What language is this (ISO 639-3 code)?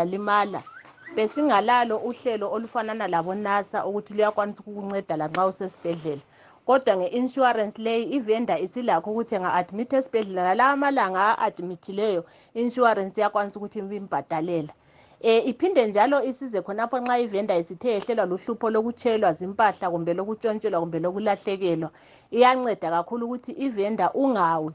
nde